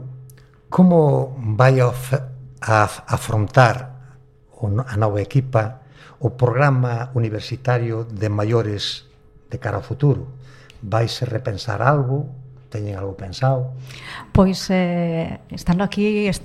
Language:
Galician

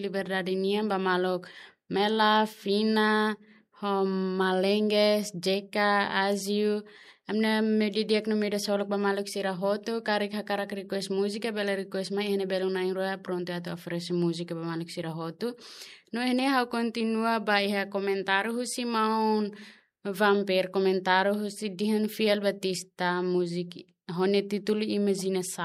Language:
Tetum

